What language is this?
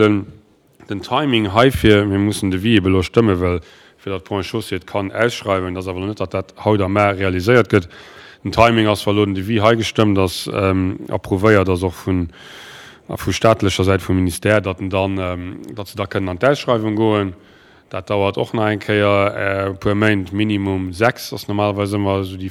Luxembourgish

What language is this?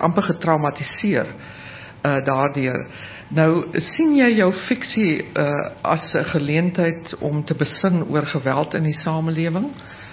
Afrikaans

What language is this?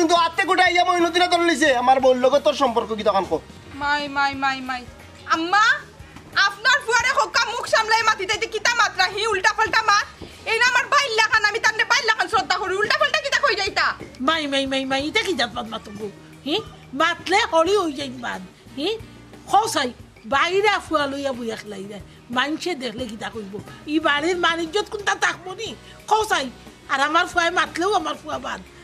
Sylheti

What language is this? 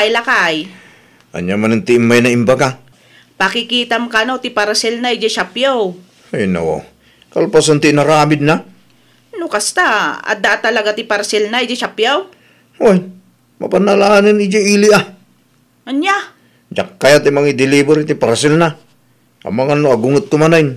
Iloko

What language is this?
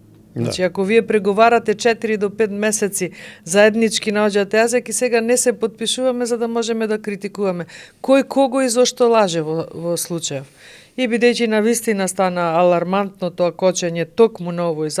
Macedonian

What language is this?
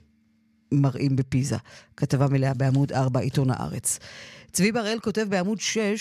Hebrew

